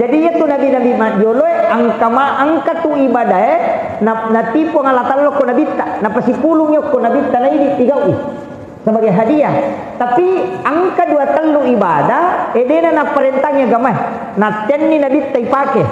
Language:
Buginese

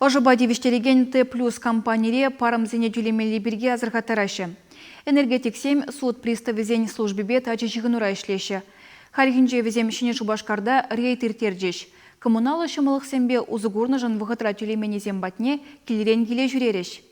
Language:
Chuvash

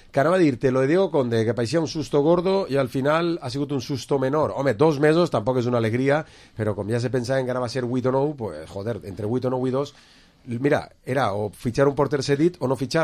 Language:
Catalan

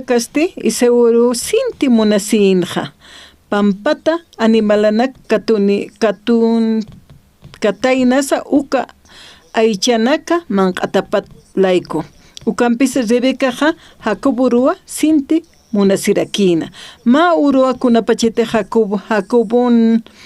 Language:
Aymara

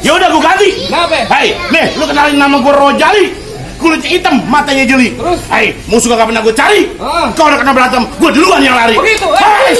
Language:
Betawi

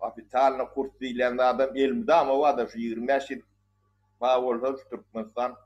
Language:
Turkmen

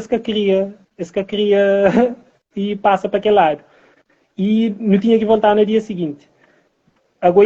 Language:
Kabuverdianu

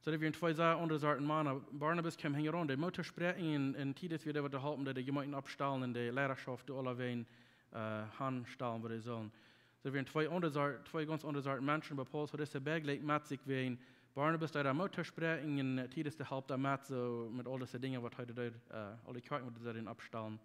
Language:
Plautdietsch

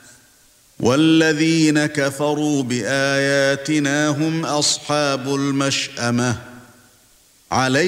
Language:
Arabic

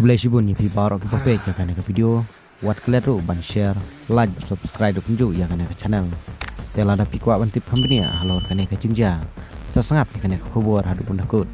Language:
Khasi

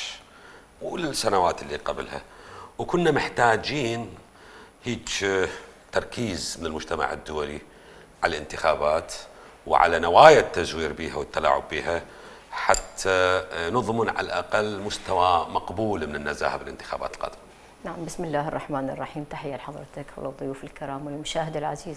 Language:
Mesopotamian Arabic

